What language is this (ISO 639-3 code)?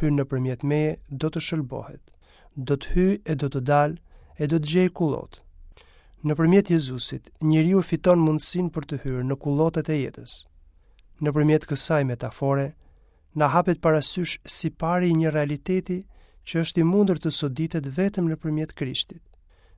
sqi